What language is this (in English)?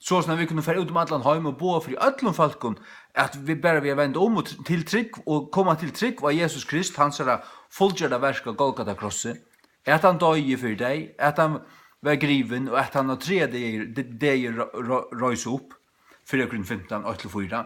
Faroese